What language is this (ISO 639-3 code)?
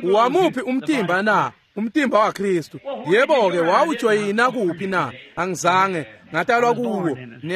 ssw